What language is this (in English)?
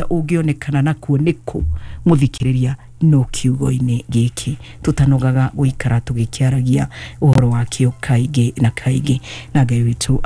Kikuyu